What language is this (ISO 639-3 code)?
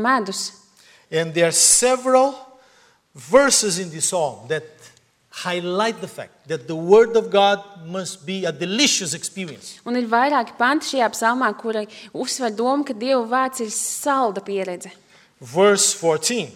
lav